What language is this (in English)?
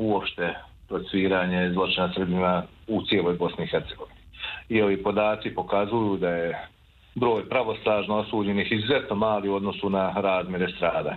Bosnian